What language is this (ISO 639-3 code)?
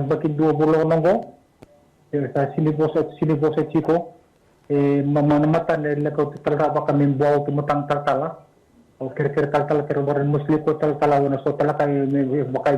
fij